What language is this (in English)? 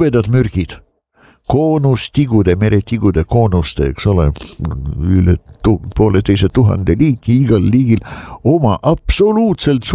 Estonian